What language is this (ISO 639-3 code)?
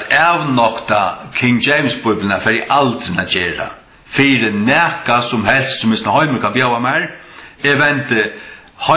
fao